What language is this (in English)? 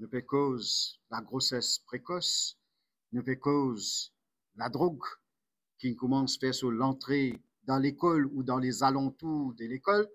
Morisyen